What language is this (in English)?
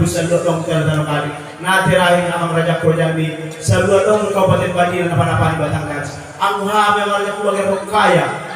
Batak Toba